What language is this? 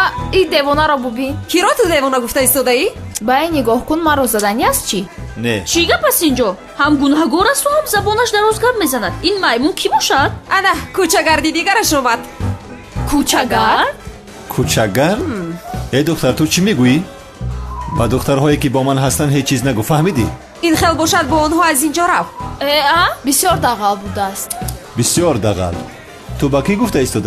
Tajik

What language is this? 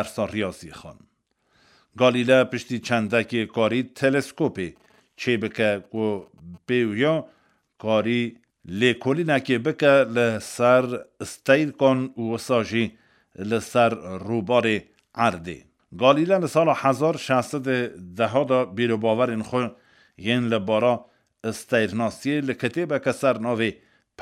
Kurdish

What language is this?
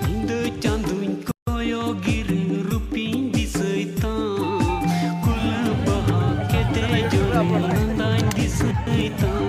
Santali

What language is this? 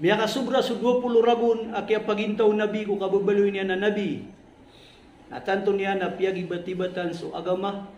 Maranao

